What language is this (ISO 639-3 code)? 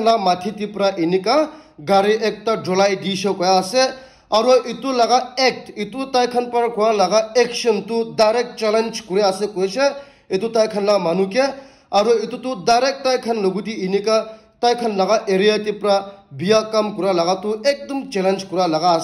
nag